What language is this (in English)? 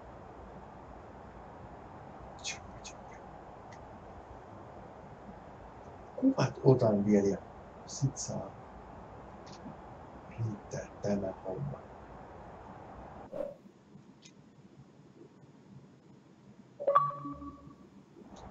Finnish